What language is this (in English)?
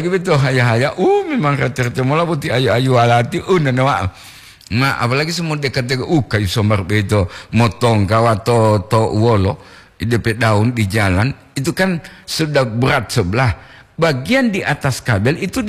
Gorontalo